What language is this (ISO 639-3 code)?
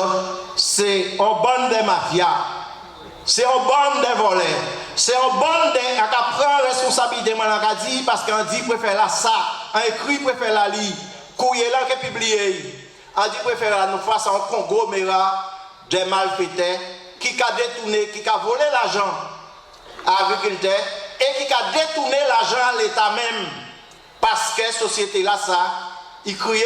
gcf